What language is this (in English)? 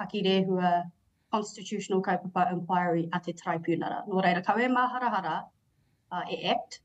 Māori